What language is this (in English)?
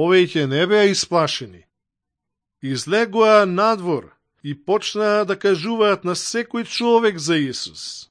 Macedonian